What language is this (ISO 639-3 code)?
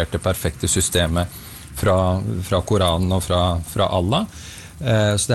nor